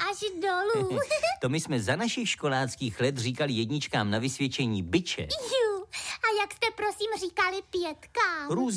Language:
Czech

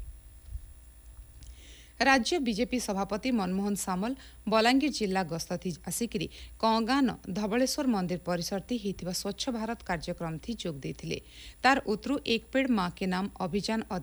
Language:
Odia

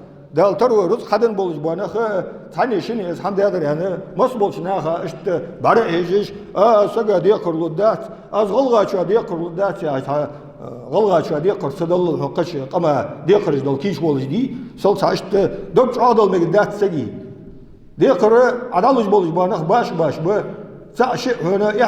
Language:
Ingush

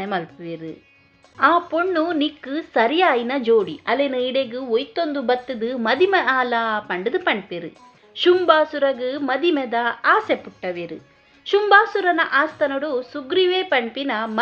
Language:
Tulu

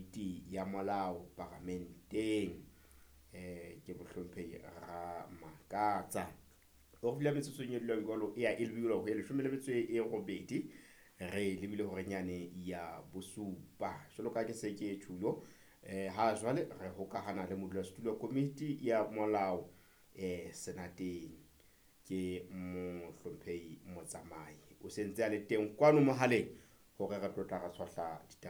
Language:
Southern Sotho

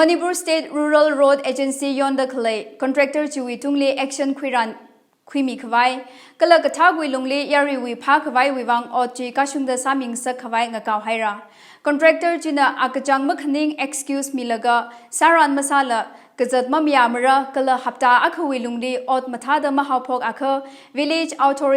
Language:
Tangkhul Naga (India)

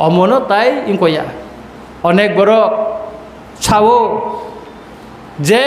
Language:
Kok Borok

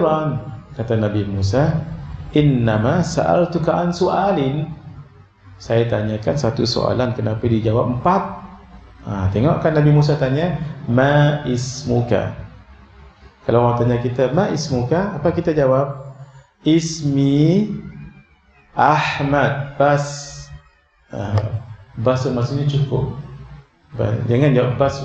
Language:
Malay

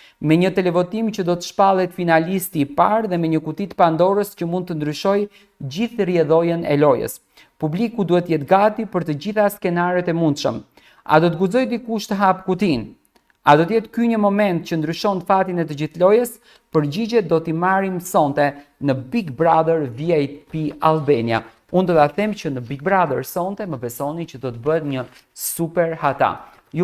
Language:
Albanian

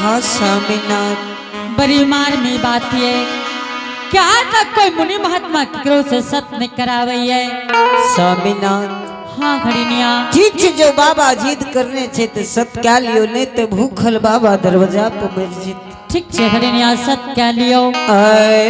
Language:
Angika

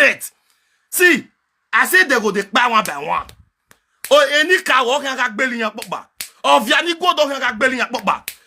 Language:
Nigerian Pidgin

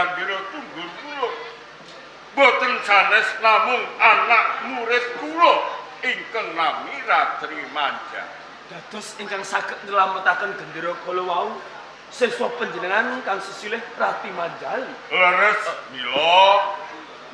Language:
Javanese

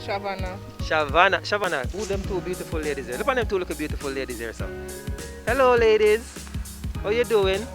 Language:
Jamaican Creole English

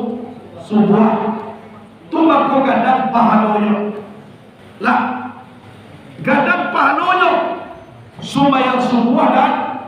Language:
Minangkabau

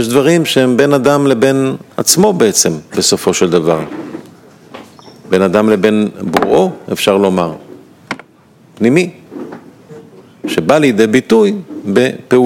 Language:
Hebrew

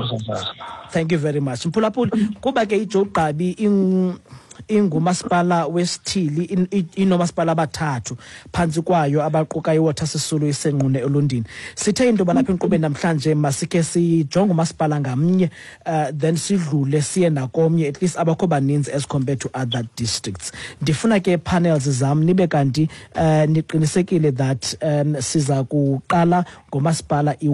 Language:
Xhosa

